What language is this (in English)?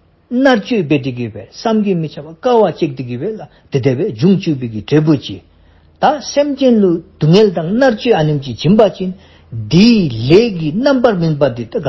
Dzongkha